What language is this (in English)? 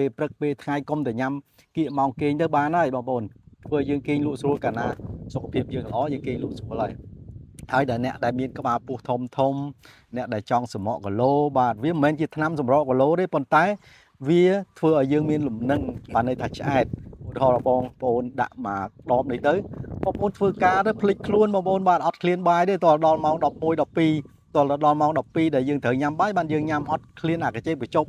Khmer